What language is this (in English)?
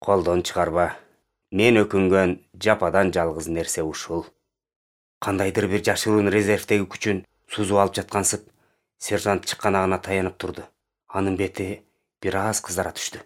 Kyrgyz